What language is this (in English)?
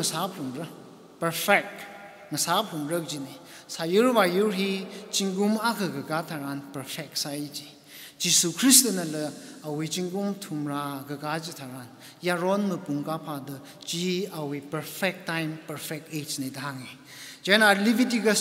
Tangkhul Naga (India)